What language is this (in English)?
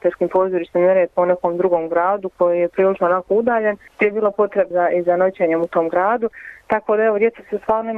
Bosnian